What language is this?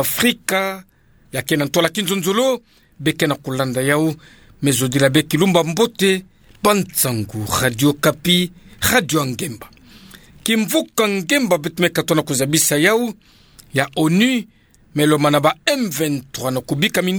Kituba (Democratic Republic of Congo)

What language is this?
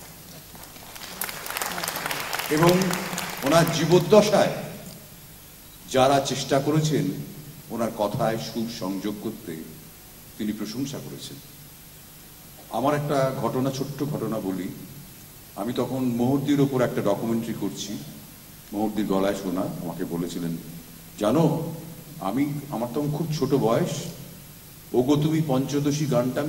Bangla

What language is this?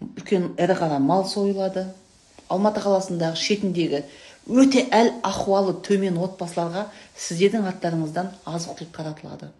Kazakh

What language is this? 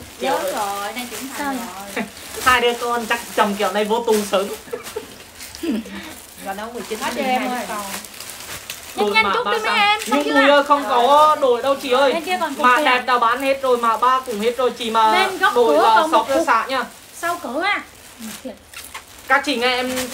Vietnamese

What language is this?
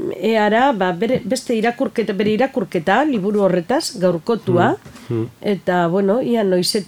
Basque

